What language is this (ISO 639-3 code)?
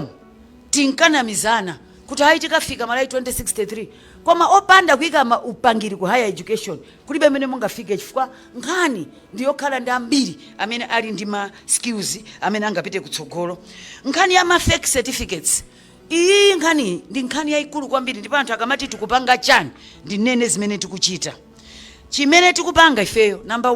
nya